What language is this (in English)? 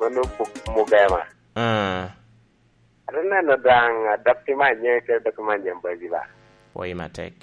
Lango (Uganda)